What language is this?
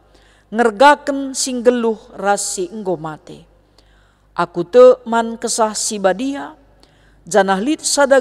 Batak Karo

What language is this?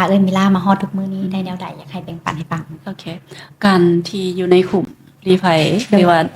Lao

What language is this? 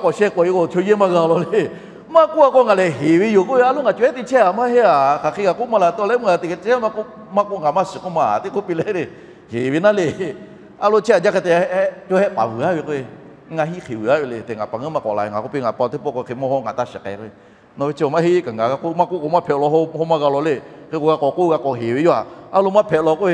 Lahu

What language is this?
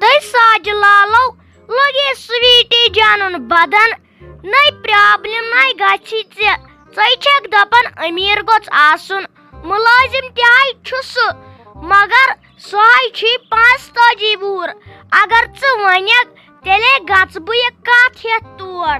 Kashmiri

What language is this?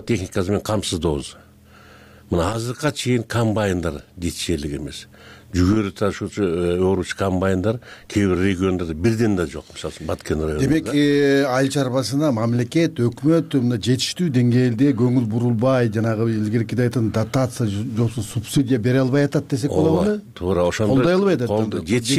Kyrgyz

